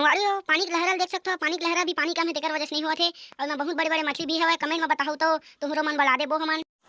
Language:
Chhattisgarhi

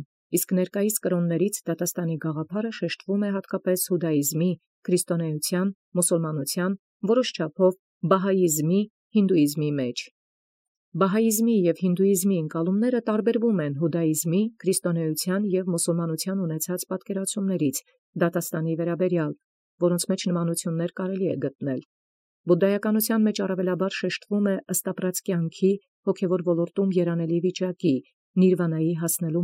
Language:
Armenian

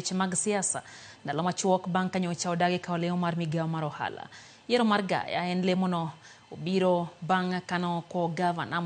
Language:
Luo (Kenya and Tanzania)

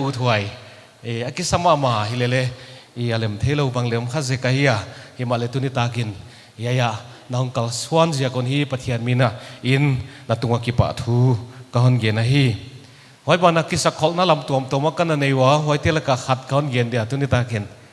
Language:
Paite Chin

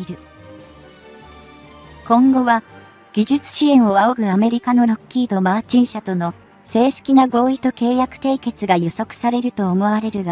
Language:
Japanese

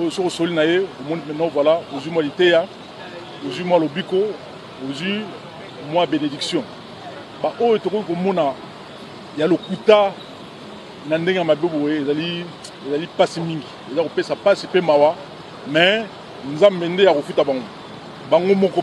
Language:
Lingala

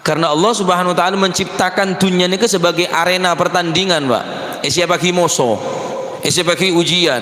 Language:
Madurese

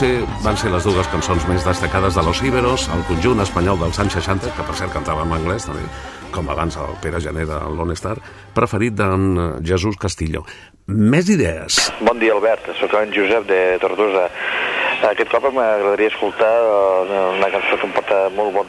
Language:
Catalan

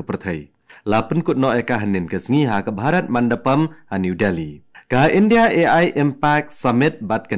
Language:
Khasi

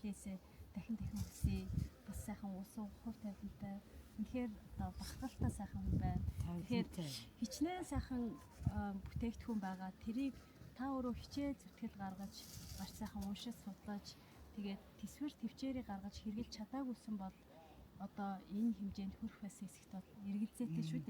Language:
Mongolian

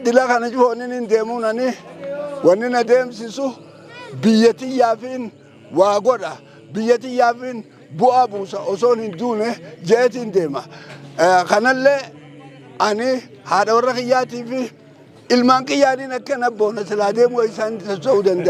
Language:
Oromo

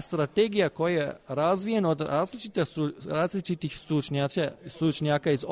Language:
Croatian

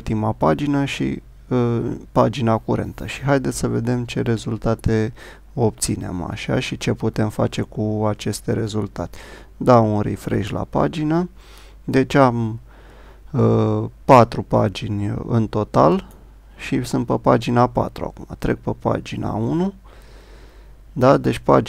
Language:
Romanian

